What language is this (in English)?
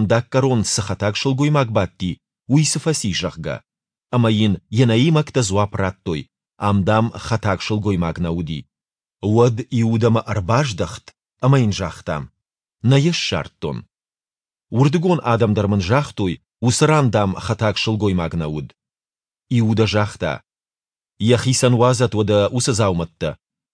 Ossetic